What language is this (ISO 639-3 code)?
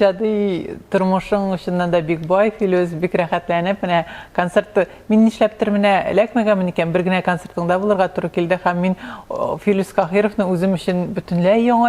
tat